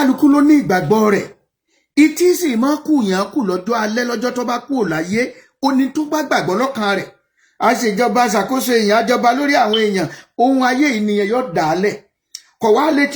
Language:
Yoruba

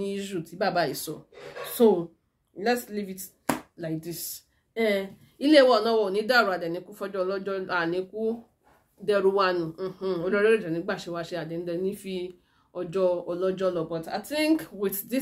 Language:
Yoruba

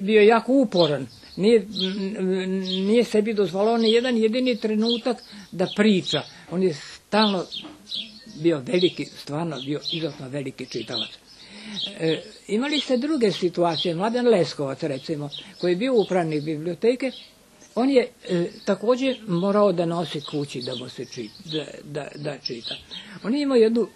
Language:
Serbian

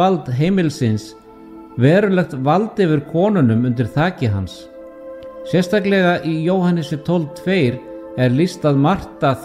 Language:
Icelandic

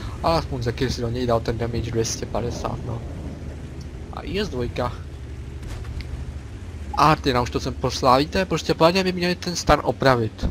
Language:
Czech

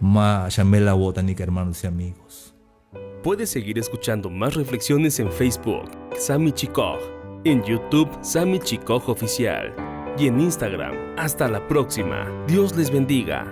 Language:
Tzeltal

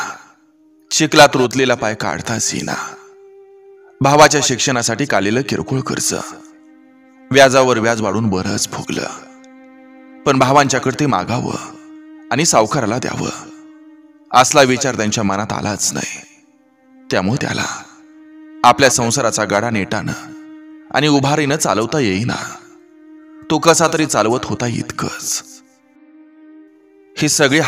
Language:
Marathi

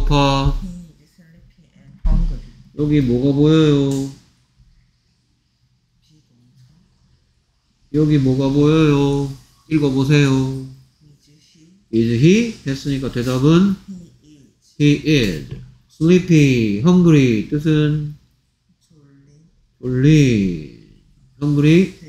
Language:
Korean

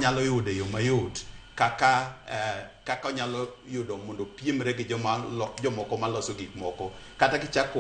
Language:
Luo (Kenya and Tanzania)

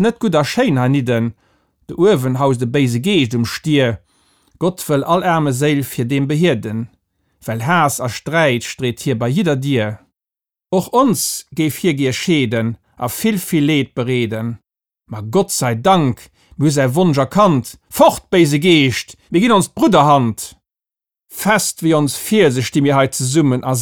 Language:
Luxembourgish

